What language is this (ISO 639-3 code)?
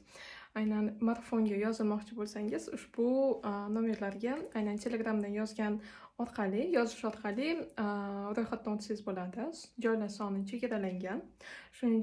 uzb